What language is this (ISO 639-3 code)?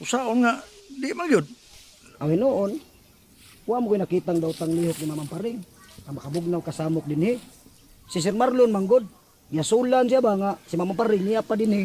ceb